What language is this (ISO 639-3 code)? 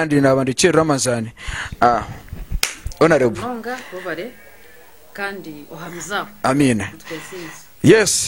nyn